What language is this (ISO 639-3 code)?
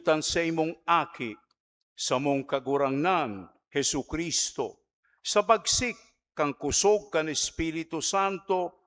bik